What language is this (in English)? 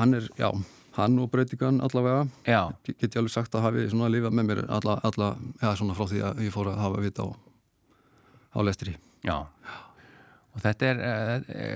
Icelandic